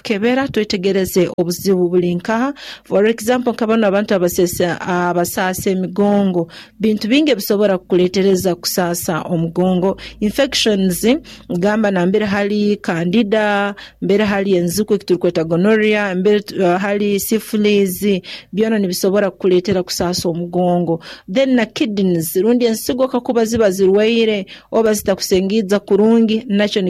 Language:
Nyoro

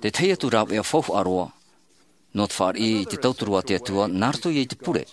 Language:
Tahitian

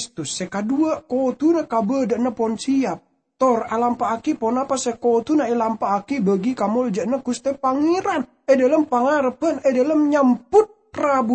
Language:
Madurese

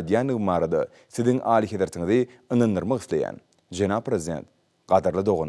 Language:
Turkmen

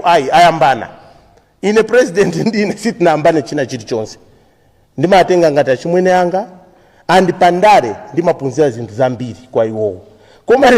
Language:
Nyanja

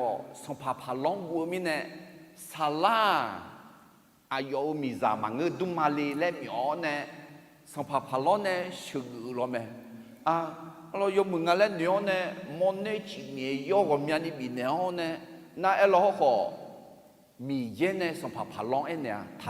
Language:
Akha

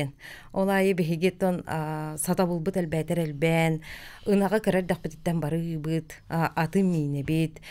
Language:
Yakut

